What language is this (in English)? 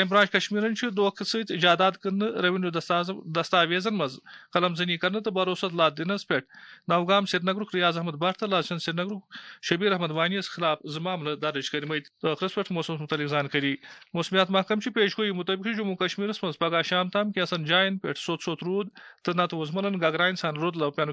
Kashmiri